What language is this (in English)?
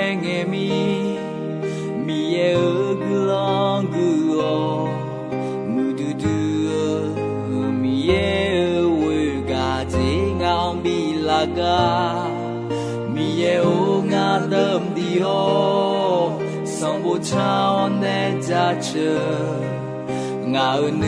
Akha